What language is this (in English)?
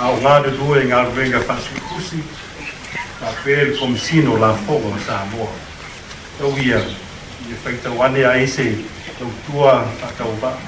Samoan